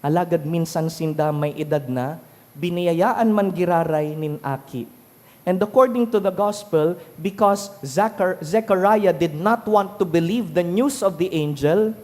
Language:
Bikol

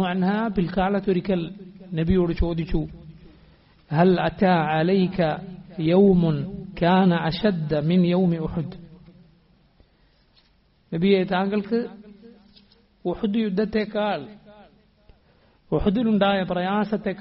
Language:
Malayalam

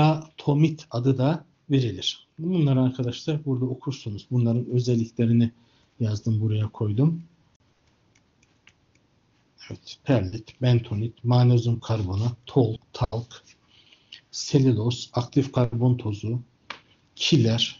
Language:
Turkish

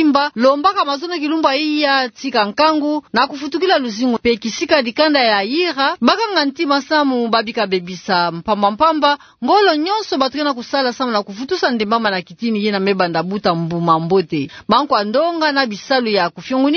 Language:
Kituba (Democratic Republic of Congo)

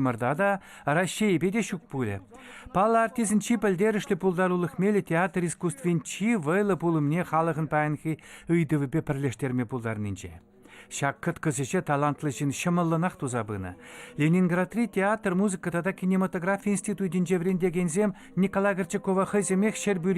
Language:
Chuvash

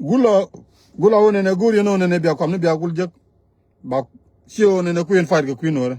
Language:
Nuer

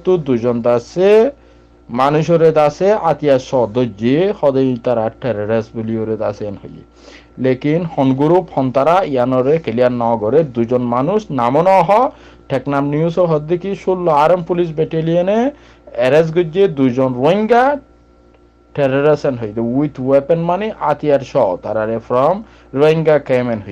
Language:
Rohingya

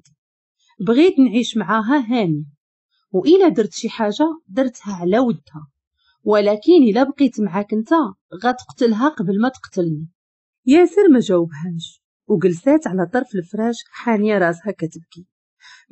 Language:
Moroccan Arabic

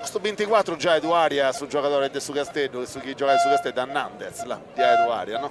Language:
Sardinian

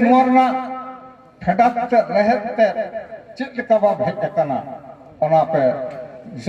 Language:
Santali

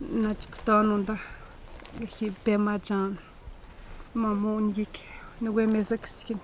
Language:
Atikamekw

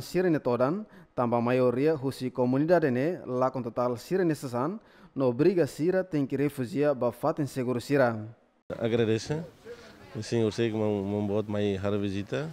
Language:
Tetum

